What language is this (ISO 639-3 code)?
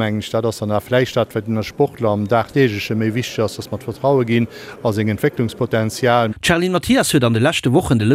ltz